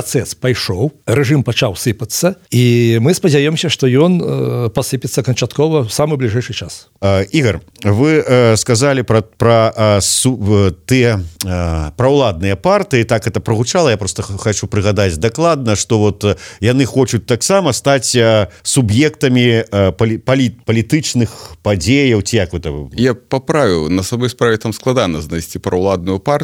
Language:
Belarusian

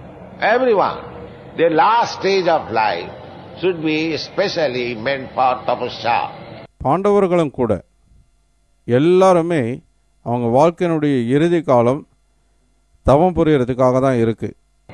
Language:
Tamil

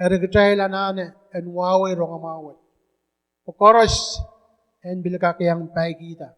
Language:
Pohnpeian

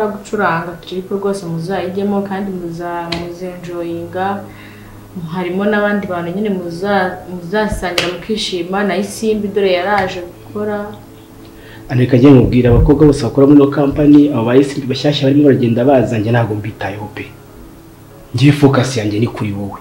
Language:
Kinyarwanda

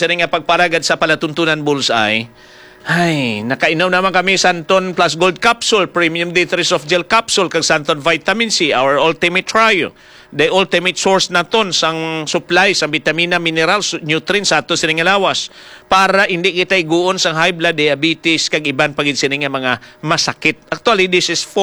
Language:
Hiligaynon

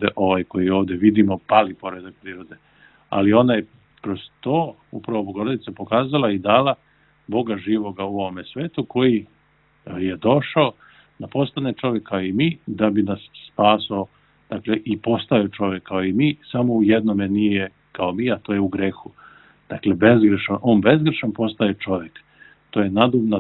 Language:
Serbian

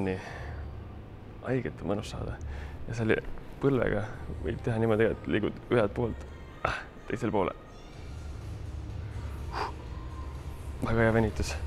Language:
Estonian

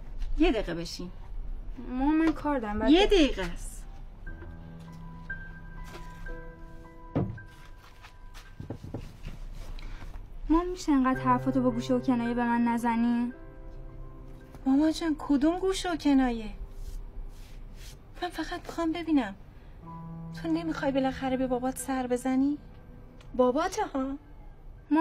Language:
Persian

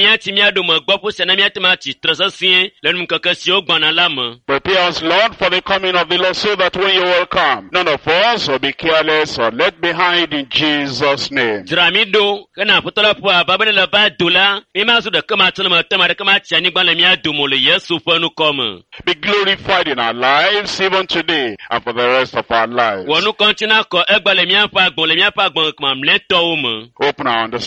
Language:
Ewe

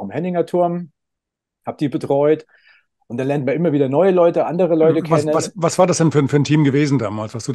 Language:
German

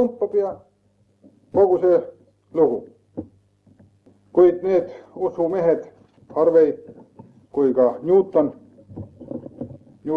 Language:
Estonian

